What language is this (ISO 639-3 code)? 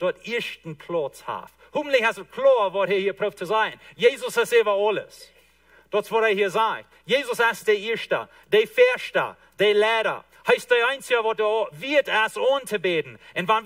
pdt